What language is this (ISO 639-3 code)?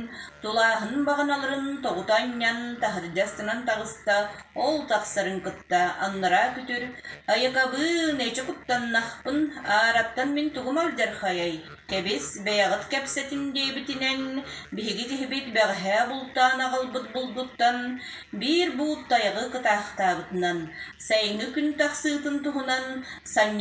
sah